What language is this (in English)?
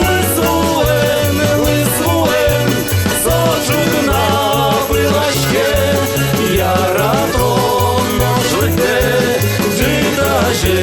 Udmurt